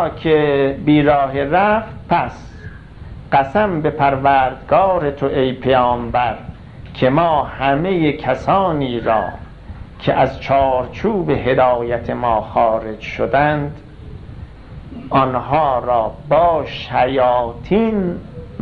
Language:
Persian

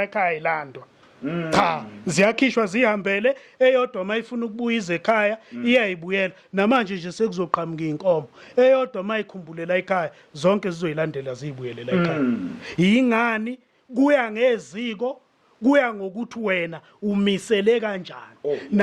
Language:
Zulu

